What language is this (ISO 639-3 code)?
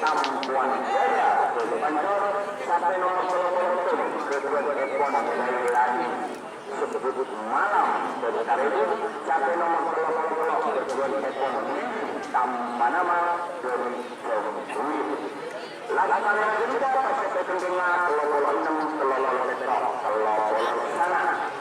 mad